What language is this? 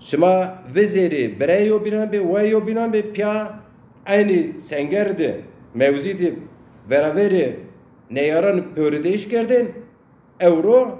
Zaza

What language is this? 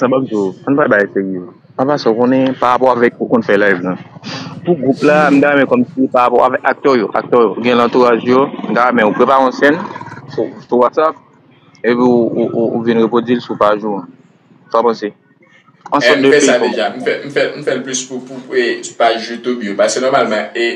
Haitian Creole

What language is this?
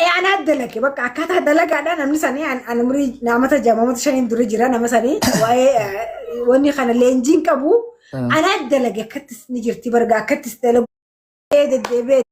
Oromo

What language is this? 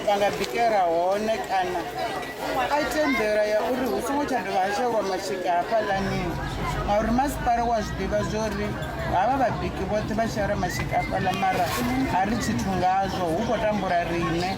Venda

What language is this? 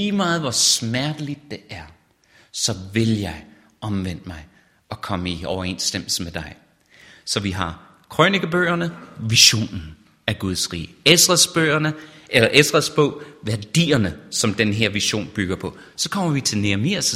Danish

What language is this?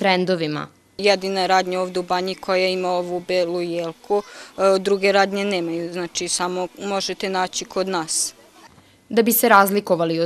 Croatian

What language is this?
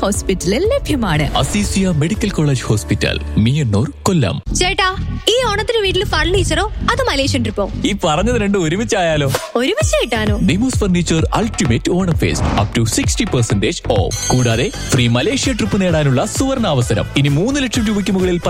Malayalam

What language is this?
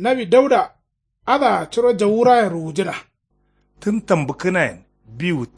Kanuri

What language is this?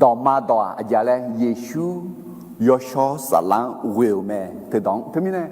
Akha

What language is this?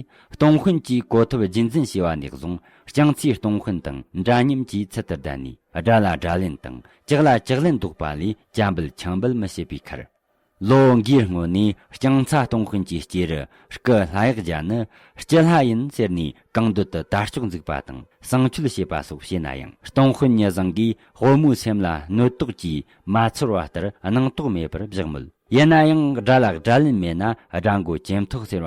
Tibetan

